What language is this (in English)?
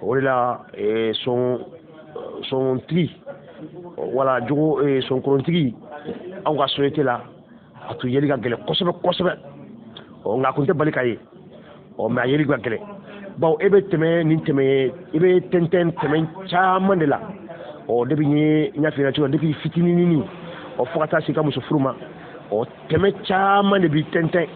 Bambara